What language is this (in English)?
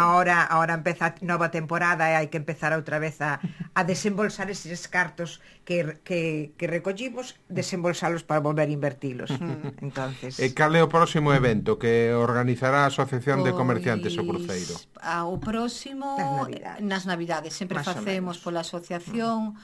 Galician